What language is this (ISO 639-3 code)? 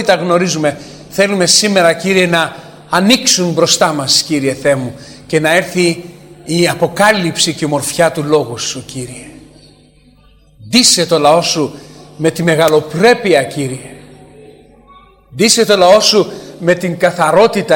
ell